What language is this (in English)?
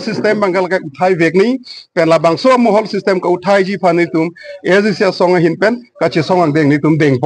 Karbi